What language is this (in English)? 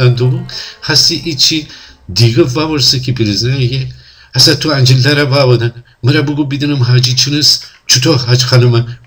Gilaki